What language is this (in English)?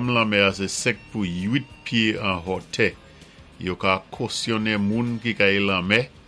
Saint Lucian Creole French